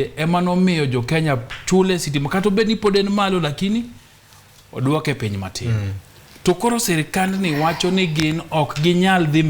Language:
Luo (Kenya and Tanzania)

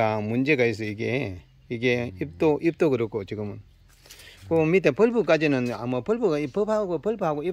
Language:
Korean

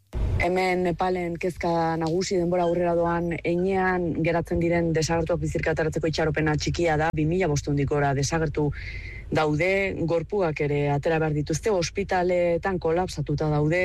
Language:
Basque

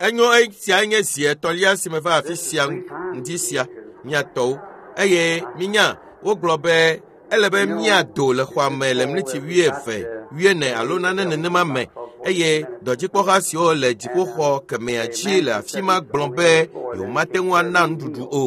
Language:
Ewe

